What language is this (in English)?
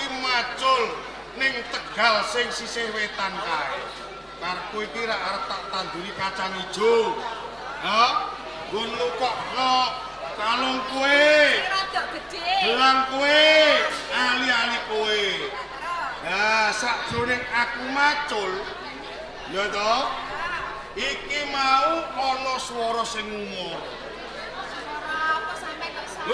Javanese